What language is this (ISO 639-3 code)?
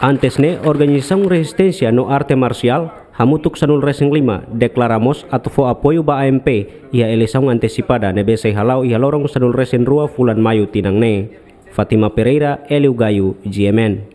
tet